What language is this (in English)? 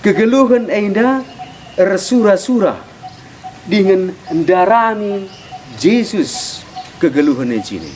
Batak Karo